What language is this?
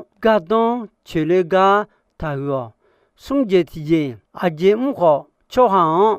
Akha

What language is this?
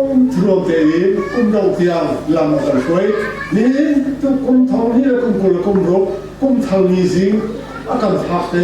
Hakha Chin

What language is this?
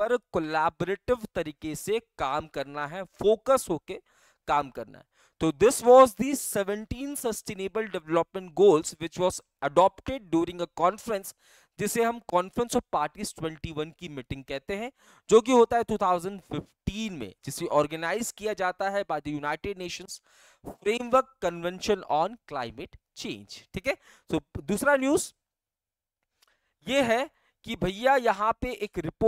Hindi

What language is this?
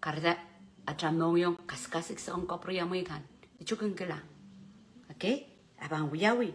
Pohnpeian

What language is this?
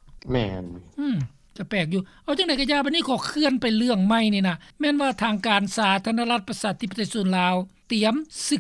Lao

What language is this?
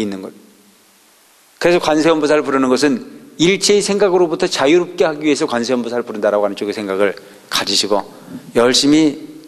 Korean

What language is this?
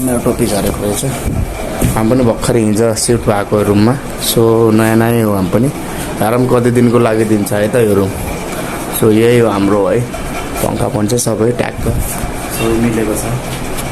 Nepali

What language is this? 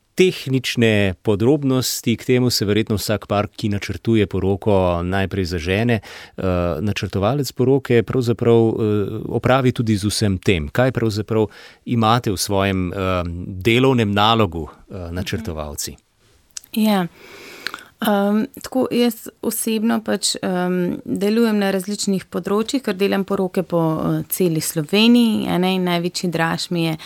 Slovenian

